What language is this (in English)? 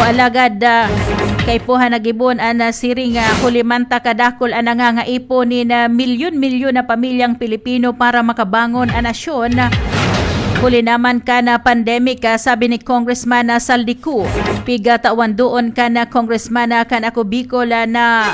Bikol